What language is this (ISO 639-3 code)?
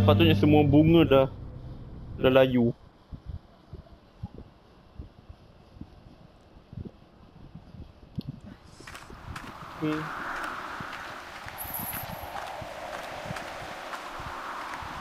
msa